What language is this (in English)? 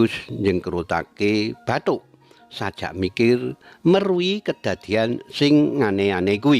Javanese